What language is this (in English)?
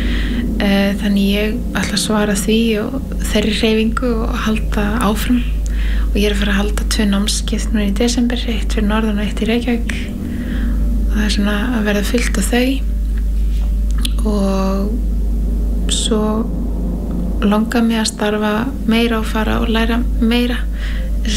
Icelandic